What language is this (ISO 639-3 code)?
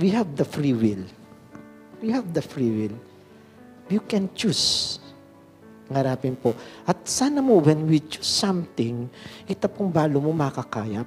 pam